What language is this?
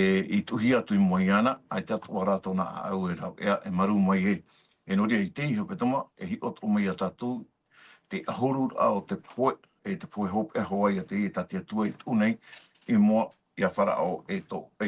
Tahitian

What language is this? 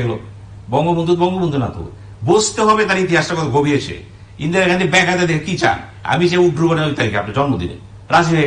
Bangla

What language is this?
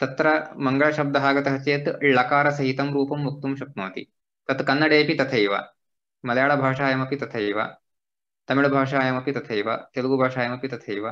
Sanskrit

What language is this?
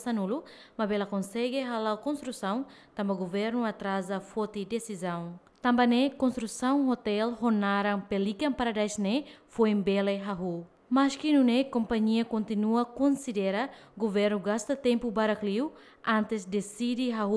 Tetum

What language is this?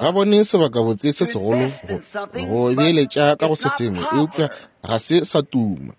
Northern Sotho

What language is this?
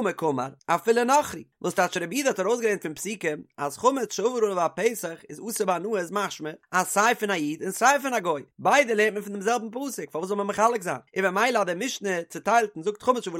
Yiddish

